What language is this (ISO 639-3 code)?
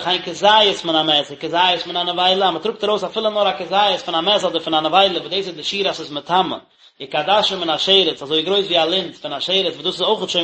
yid